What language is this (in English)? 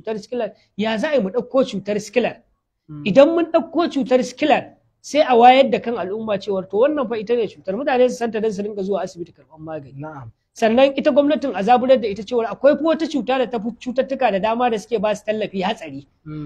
Hausa